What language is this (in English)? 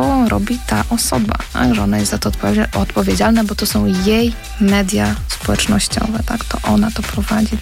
Polish